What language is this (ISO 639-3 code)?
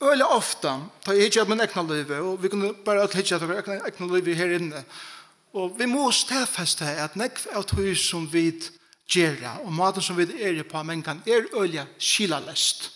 fao